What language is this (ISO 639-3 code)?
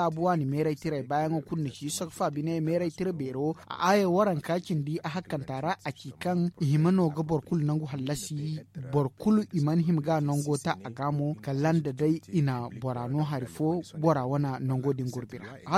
dje